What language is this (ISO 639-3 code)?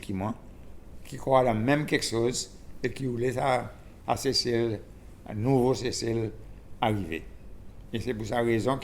crs